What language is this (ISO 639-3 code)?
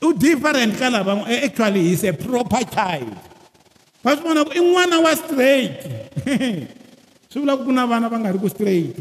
tso